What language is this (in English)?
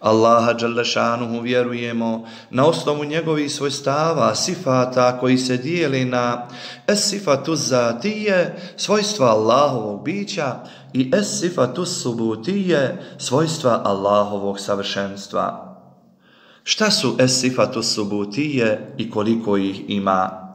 Bosnian